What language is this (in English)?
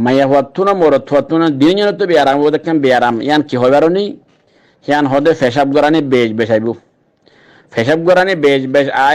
Rohingya